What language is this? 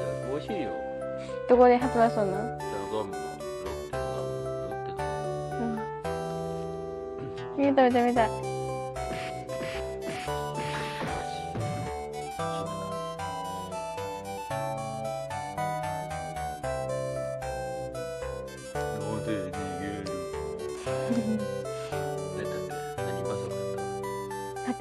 Japanese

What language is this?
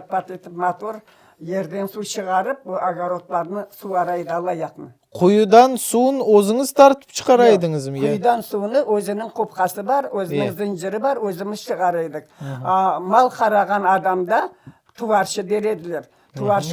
Crimean Tatar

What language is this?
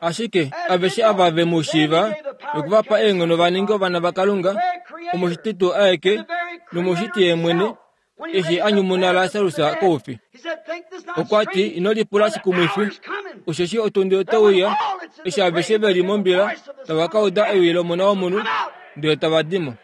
Kuanyama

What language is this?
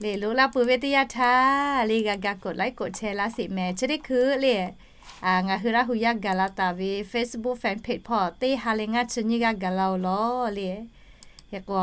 Lahu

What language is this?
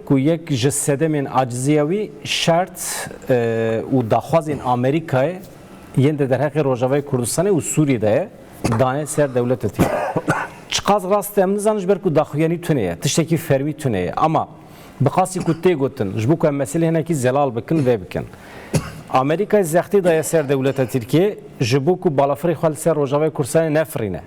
Kurdish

